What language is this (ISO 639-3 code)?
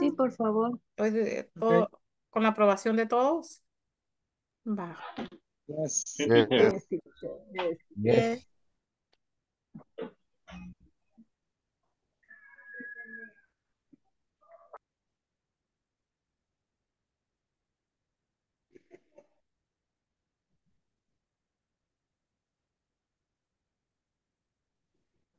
spa